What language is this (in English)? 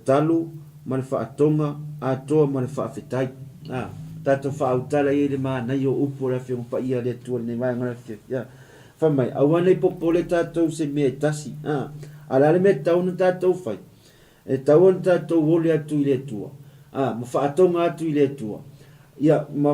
Samoan